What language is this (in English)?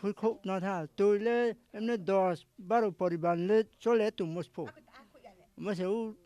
Kok Borok